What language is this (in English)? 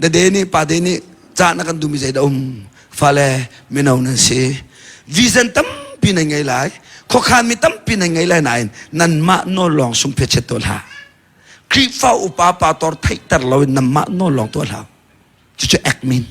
Hakha Chin